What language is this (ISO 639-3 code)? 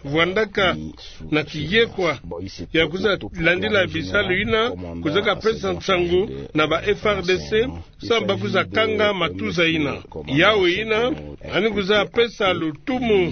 ktu